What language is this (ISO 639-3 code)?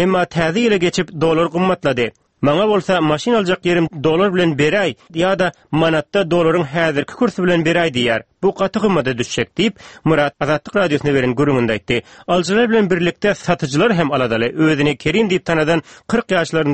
tuk